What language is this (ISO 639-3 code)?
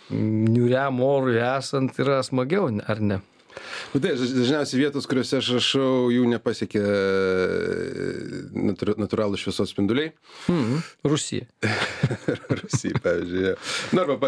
lit